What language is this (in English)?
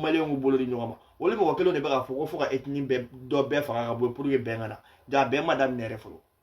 Bambara